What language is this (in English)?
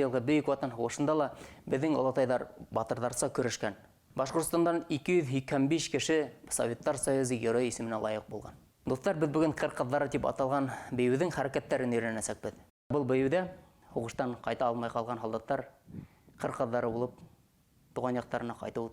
Bashkir